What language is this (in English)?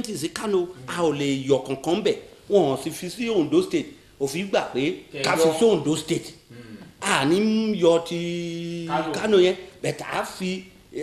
Yoruba